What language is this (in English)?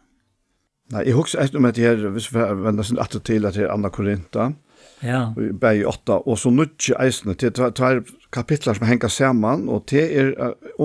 Faroese